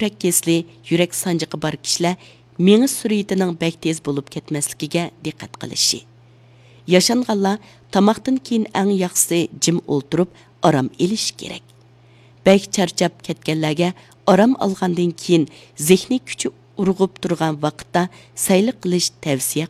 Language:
Uyghur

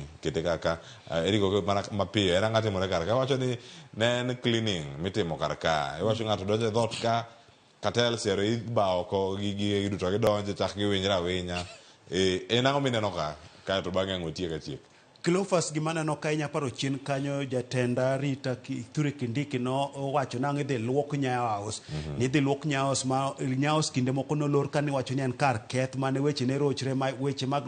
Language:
Luo (Kenya and Tanzania)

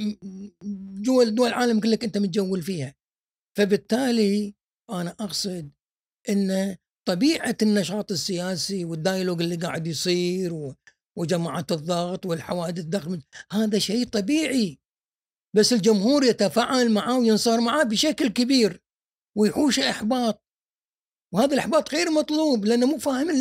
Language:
Gulf Arabic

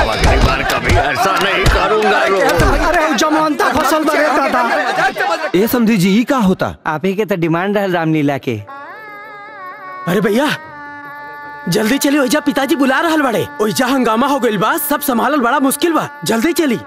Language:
Bhojpuri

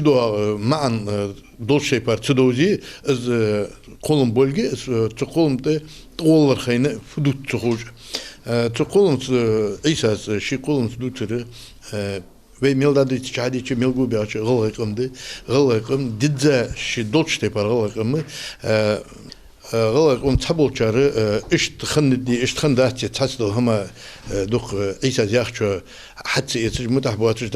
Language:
Ingush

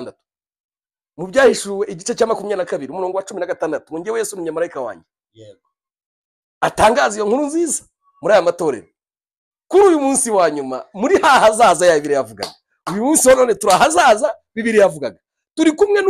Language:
Kinyarwanda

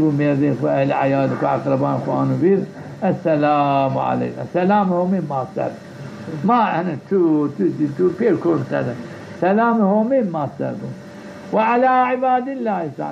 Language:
Zaza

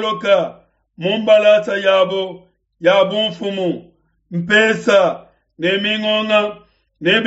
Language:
Luba-Lulua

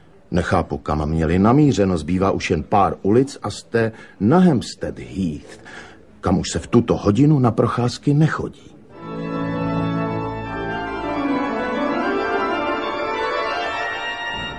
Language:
Czech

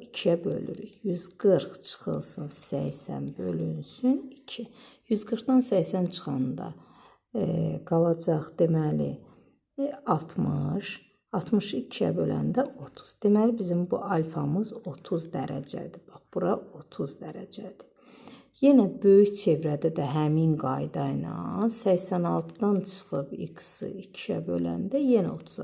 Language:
Azerbaijani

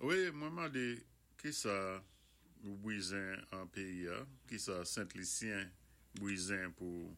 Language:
Saint Lucian Creole French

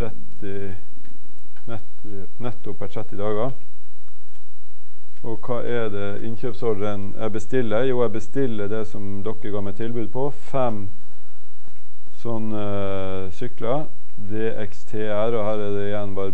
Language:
Norwegian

